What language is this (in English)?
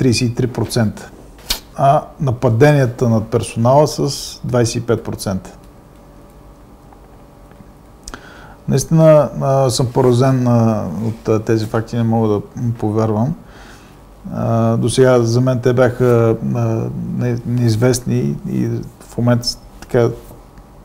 Bulgarian